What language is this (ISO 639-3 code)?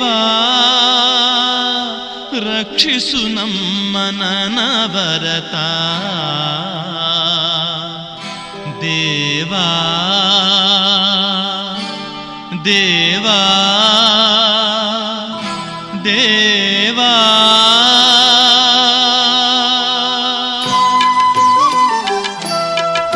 kan